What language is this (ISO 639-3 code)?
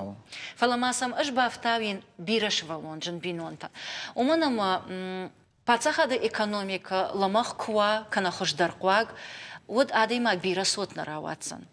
oss